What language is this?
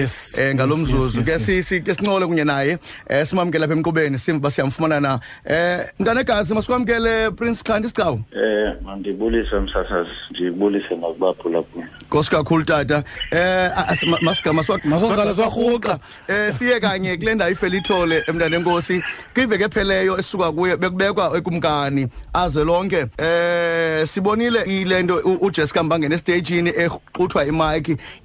Xhosa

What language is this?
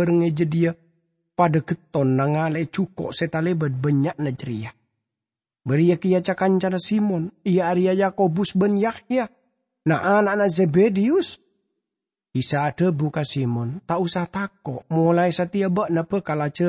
Madurese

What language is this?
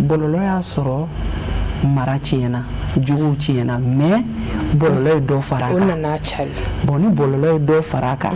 Bambara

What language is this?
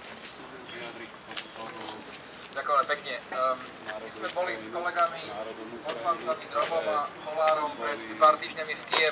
Slovak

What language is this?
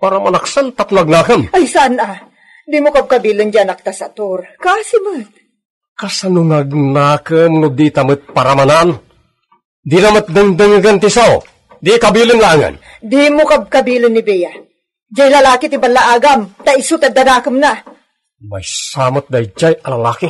Iloko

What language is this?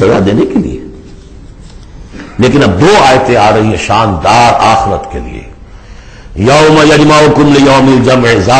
Urdu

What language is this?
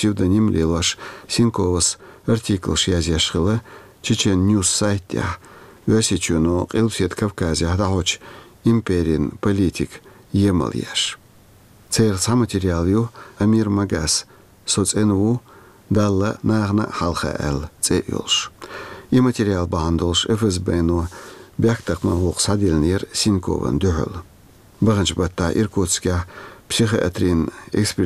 Chechen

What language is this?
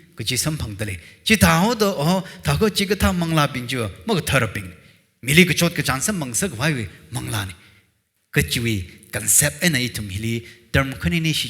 Tangkhul Naga (India)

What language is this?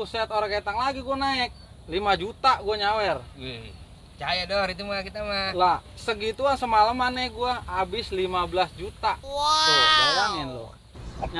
Betawi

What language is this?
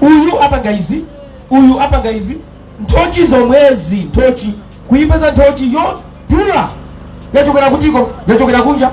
Nyanja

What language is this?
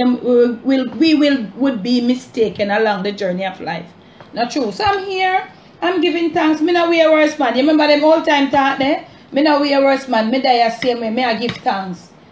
Jamaican Creole English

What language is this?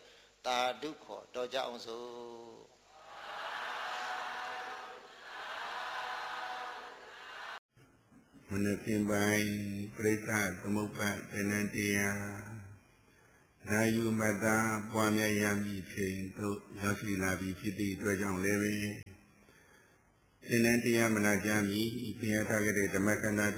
Burmese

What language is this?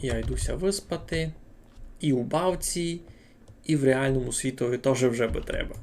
Rusyn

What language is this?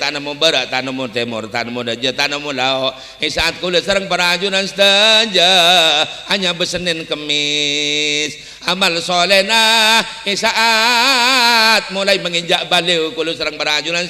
Madurese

